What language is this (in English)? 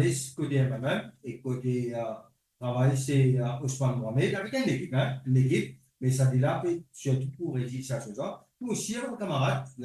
Morisyen